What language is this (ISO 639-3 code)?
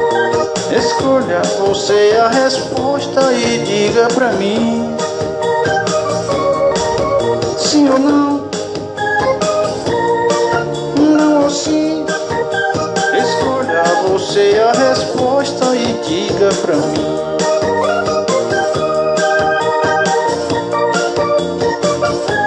por